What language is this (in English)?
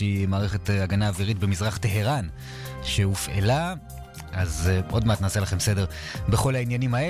Hebrew